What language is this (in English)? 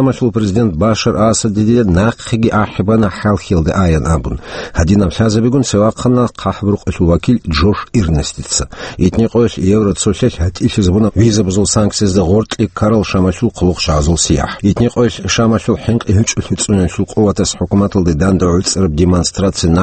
Avaric